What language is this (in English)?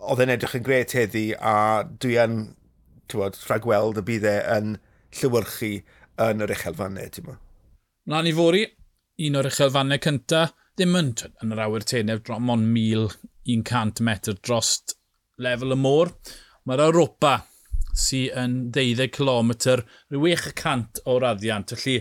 Welsh